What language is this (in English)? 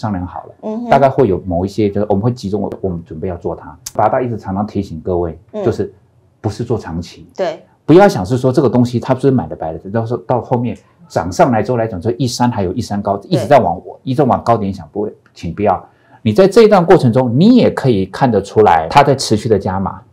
Chinese